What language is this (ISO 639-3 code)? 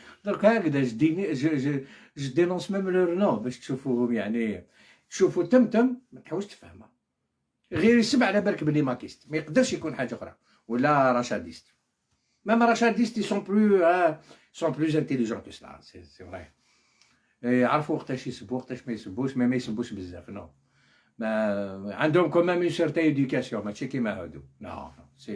arq